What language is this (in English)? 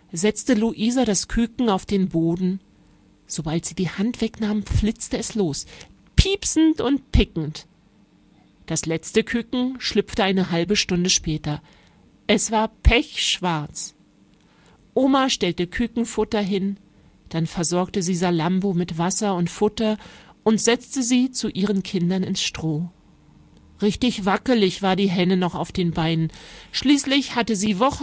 German